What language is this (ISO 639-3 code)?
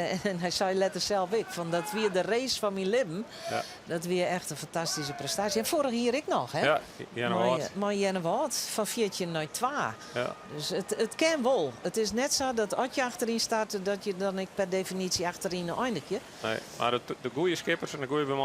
fry